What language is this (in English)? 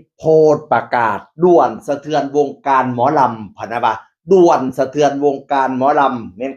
Northeastern Thai